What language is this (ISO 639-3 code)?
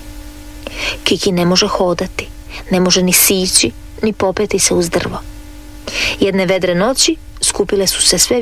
hrv